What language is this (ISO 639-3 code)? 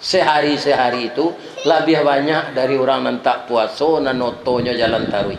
min